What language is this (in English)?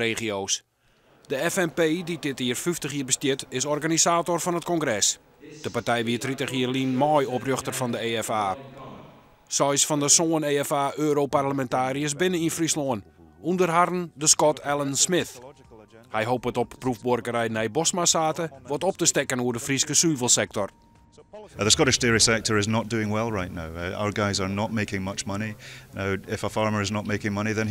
Western Frisian